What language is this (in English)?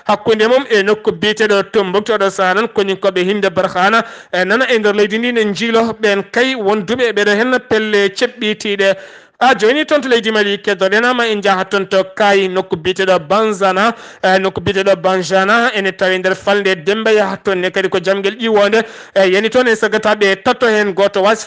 Fula